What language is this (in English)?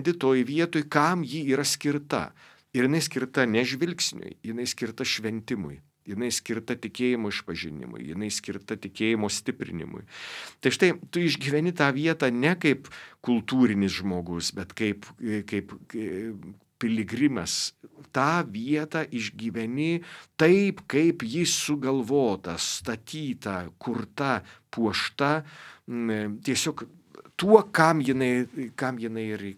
Lithuanian